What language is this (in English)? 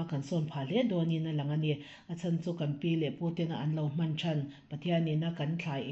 Mizo